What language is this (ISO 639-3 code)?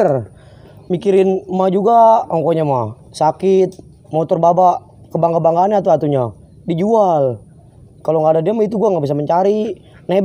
bew